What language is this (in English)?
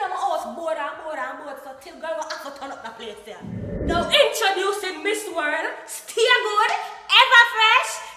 Jamaican Creole English